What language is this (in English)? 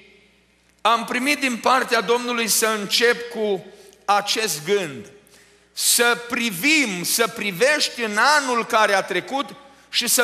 Romanian